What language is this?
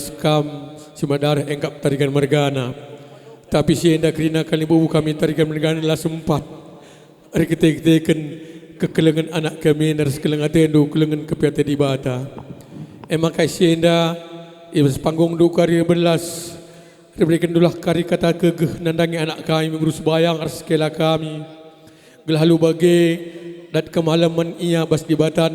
Batak Karo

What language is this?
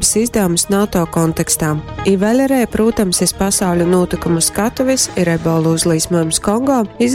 Latgalian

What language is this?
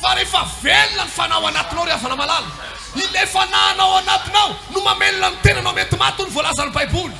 Malagasy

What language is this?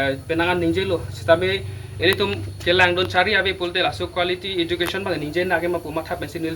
Karbi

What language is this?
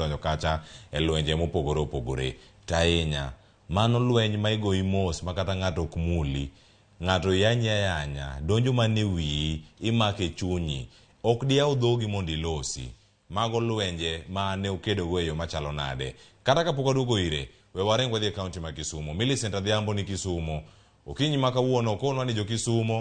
Luo (Kenya and Tanzania)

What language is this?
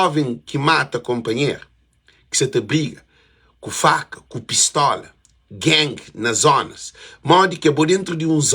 Kabuverdianu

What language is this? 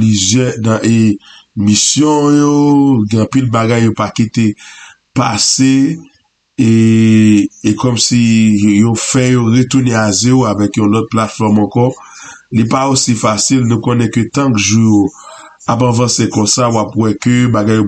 Haitian Creole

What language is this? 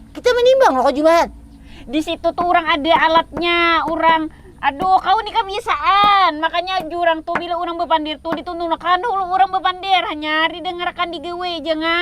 Banjar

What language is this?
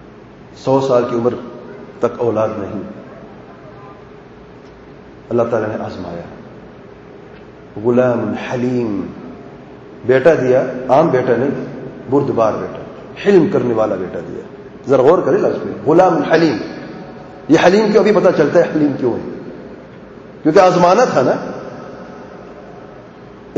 Urdu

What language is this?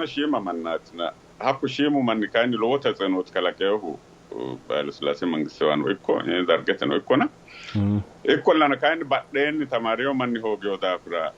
Sidamo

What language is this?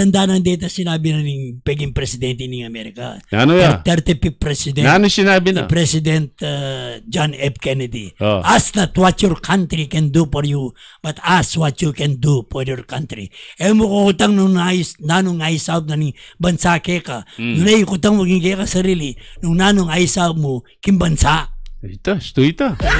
Filipino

